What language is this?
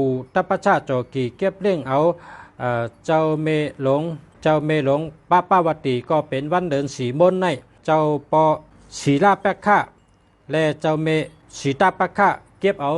Shan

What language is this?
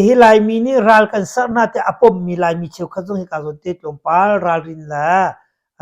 Hakha Chin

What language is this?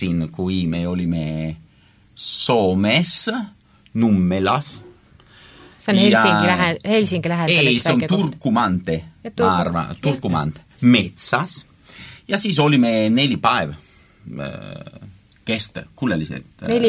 Estonian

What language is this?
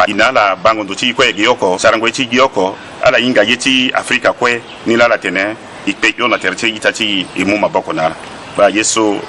Sango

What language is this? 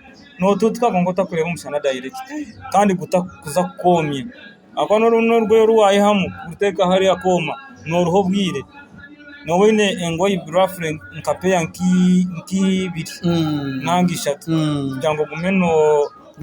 Nyankole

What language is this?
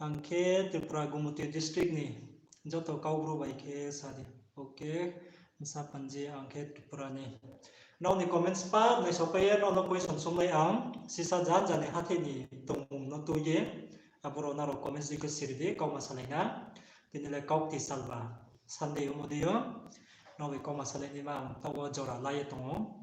Riang (India)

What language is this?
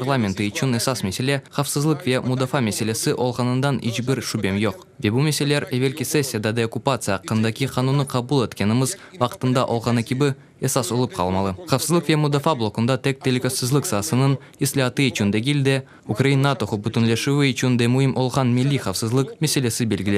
Crimean Tatar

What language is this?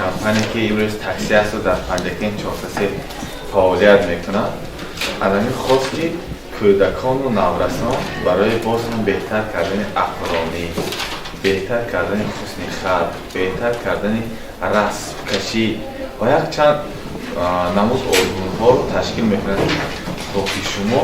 Tajik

